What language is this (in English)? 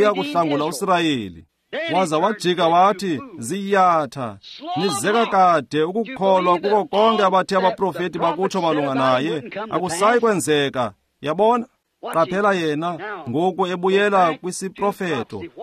Xhosa